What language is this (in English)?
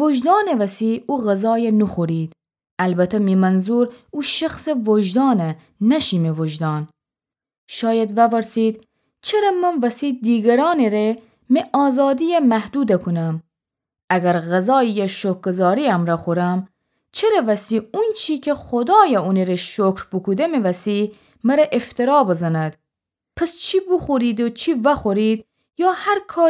Gilaki